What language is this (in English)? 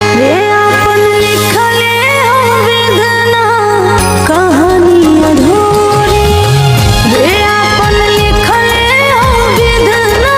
Maithili